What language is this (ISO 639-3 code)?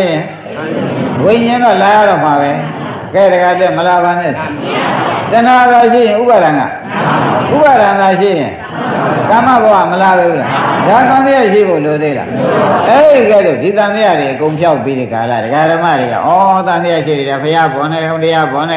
mya